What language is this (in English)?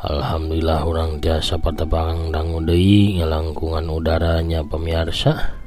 Sundanese